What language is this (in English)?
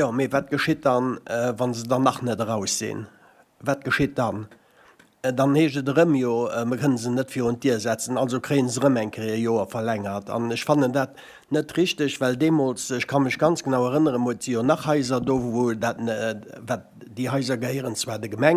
Luxembourgish